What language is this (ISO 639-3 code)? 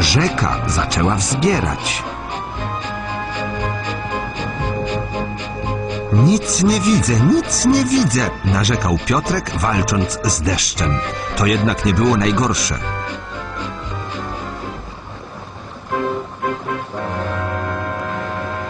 pol